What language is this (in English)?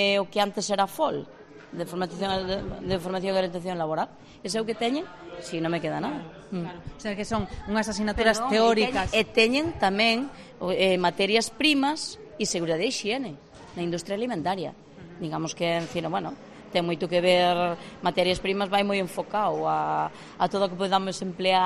Galician